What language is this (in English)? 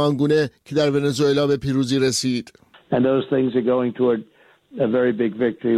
Persian